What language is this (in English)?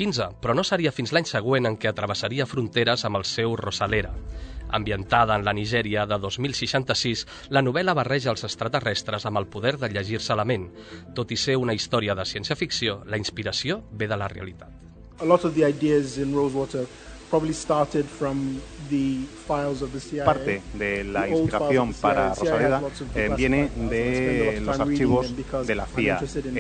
Catalan